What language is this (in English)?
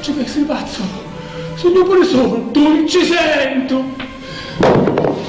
Sicilian